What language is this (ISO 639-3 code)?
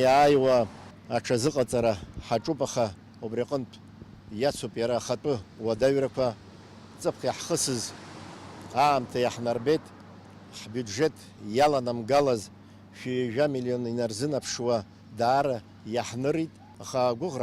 abk